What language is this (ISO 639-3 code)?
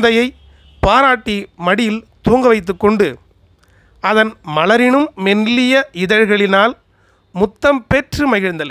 tam